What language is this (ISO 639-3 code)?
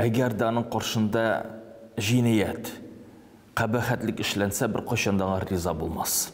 tat